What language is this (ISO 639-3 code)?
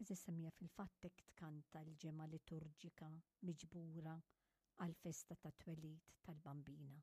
mlt